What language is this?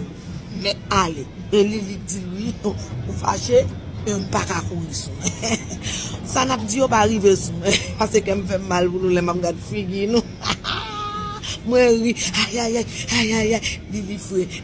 Haitian Creole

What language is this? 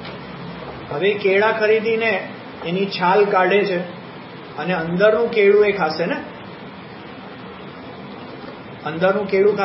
Gujarati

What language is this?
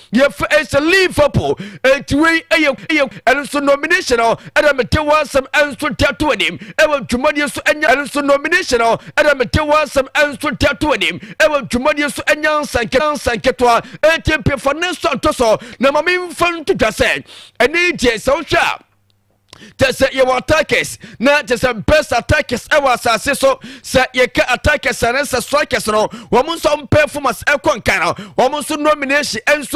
Akan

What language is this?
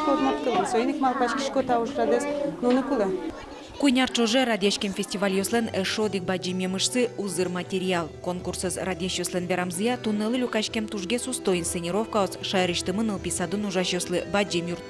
Udmurt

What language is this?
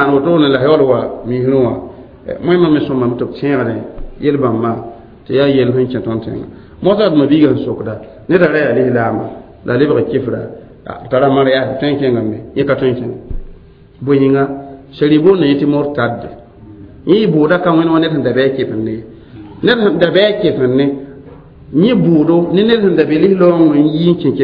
Mossi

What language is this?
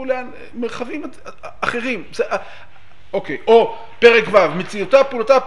Hebrew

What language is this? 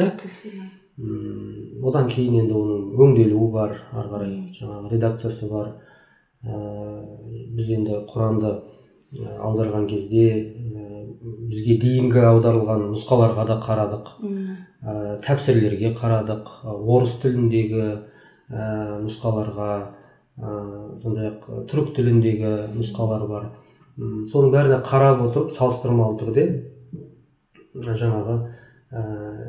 Kazakh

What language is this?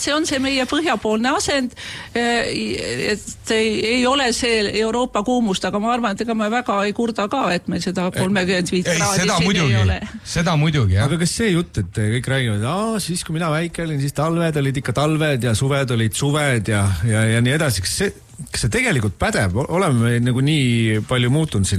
Estonian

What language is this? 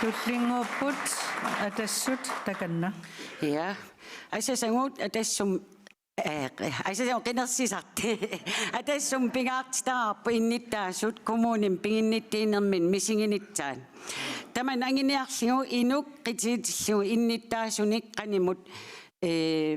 Kalaallisut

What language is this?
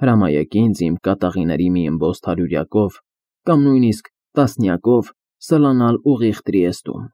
Armenian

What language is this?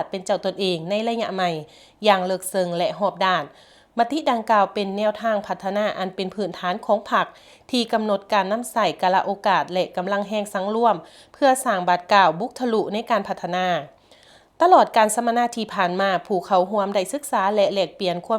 Lao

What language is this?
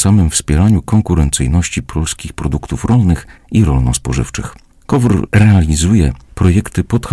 Polish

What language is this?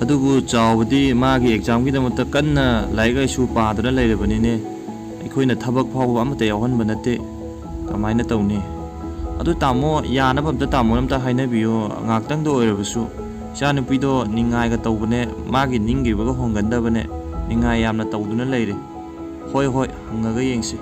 Manipuri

